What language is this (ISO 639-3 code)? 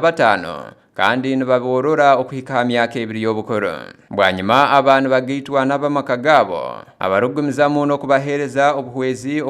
nyn